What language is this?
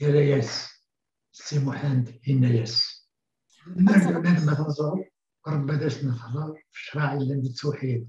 Kabyle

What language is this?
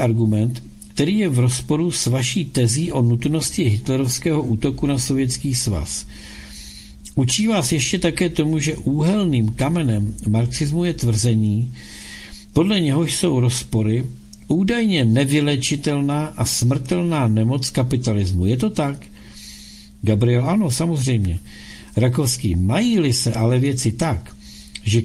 Czech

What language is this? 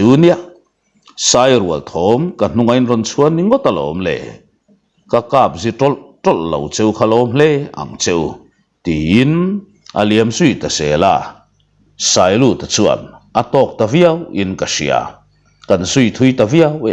Mizo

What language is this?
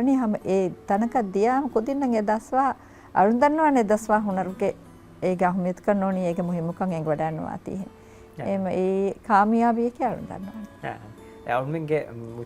Divehi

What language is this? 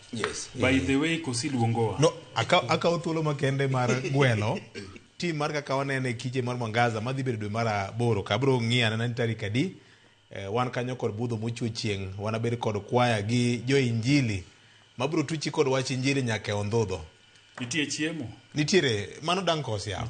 Luo (Kenya and Tanzania)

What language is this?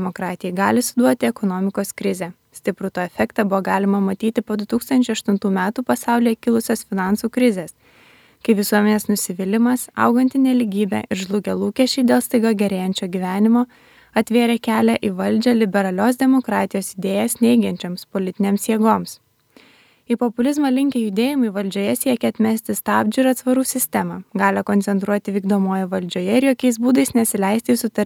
Lithuanian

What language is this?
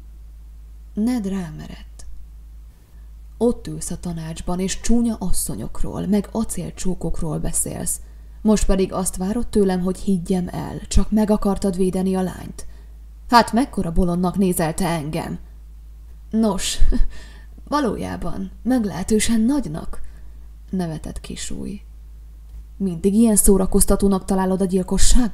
Hungarian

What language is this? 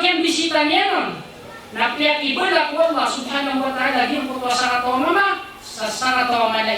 Maranao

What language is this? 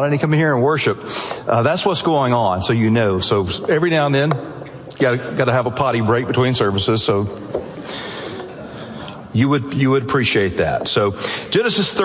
English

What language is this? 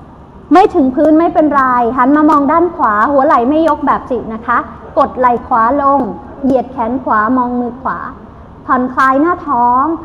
Thai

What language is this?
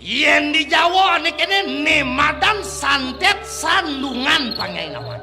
Balinese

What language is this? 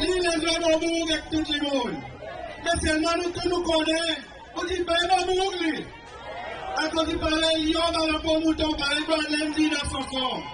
Seselwa Creole French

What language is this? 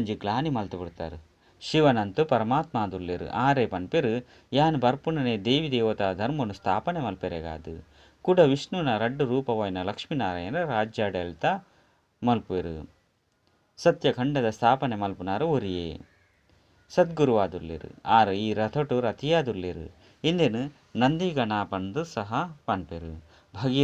Tulu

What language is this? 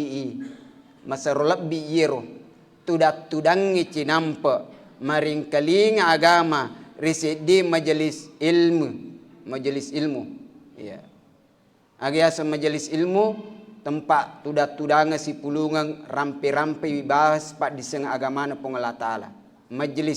Buginese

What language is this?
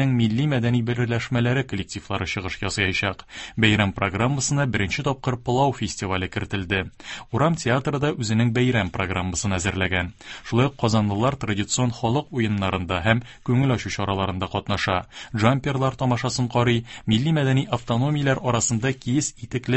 Tatar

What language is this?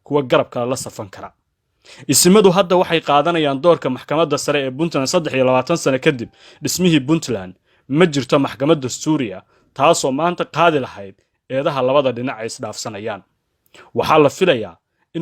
Somali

